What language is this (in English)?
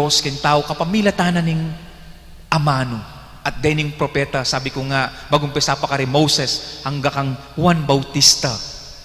Pampanga